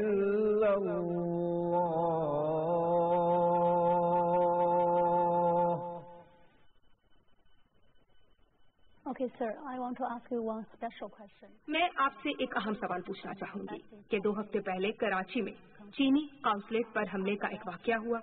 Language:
Urdu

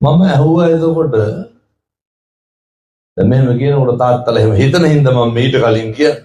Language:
Sinhala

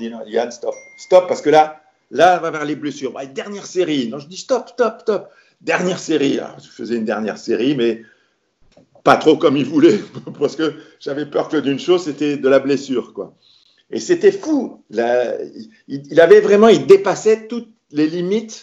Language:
French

